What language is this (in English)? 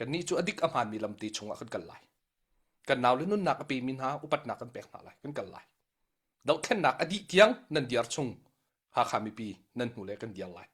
Hakha Chin